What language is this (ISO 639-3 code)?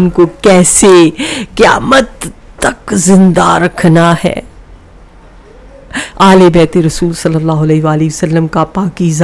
urd